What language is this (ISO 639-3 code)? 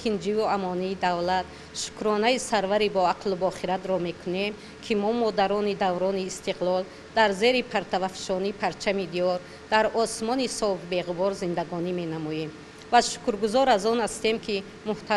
tgk